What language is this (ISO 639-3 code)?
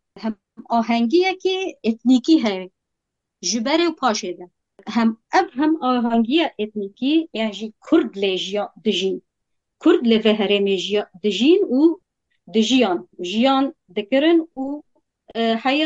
kur